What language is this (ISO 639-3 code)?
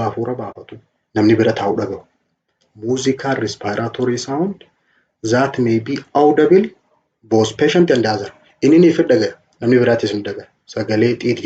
orm